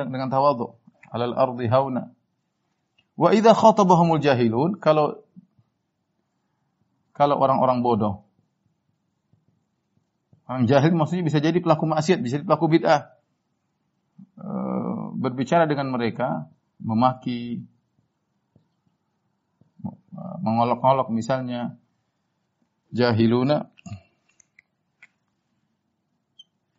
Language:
Indonesian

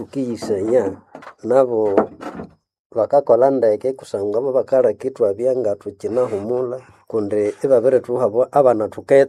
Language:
Nande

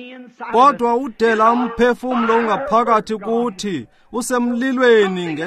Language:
Xhosa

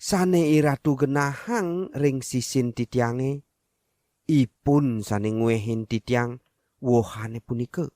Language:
Balinese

